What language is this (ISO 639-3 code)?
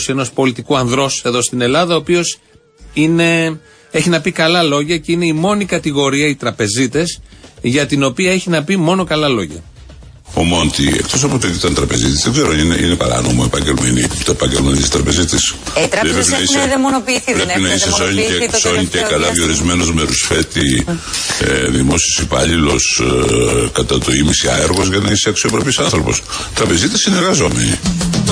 ell